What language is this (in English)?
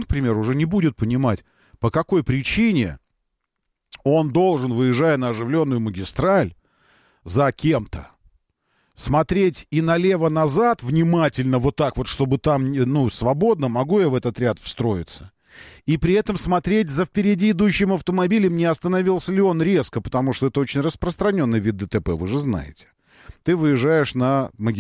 Russian